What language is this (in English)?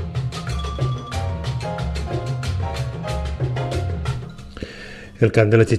Catalan